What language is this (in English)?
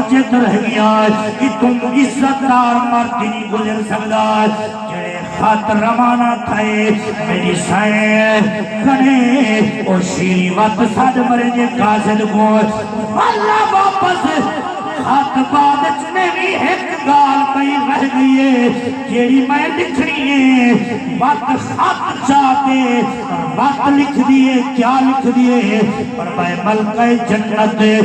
Saraiki